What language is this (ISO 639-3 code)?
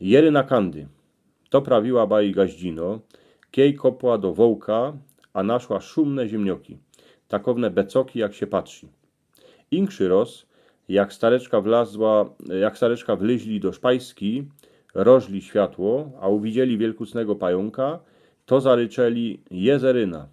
szl